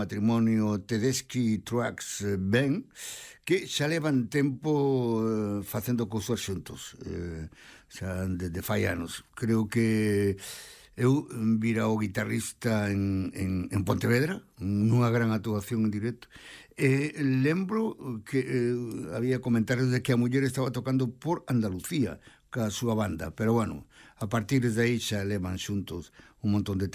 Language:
Galician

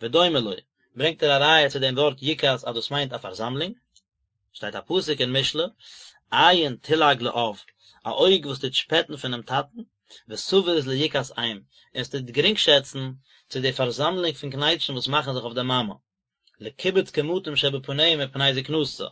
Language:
Yiddish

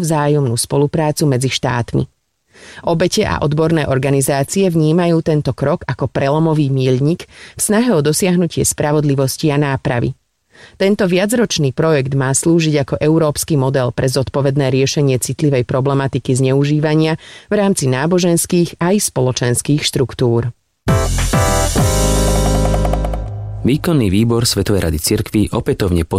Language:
Slovak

